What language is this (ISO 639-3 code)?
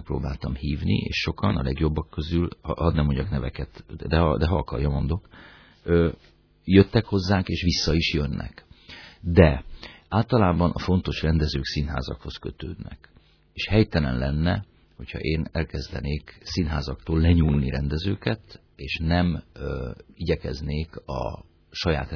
hun